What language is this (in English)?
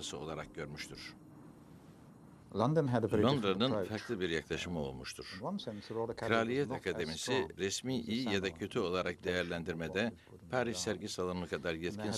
Turkish